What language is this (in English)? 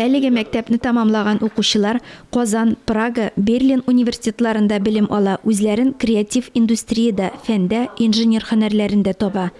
Tatar